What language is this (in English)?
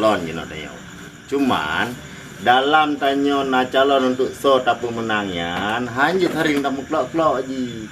Achinese